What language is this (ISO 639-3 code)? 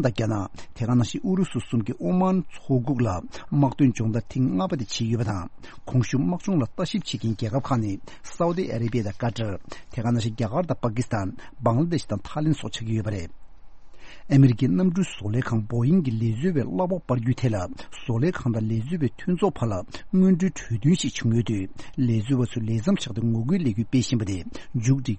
bod